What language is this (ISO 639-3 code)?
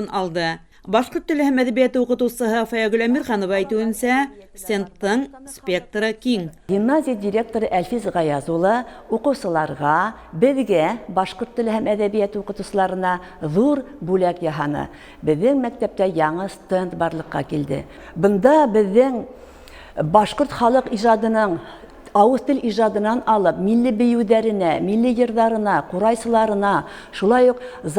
bak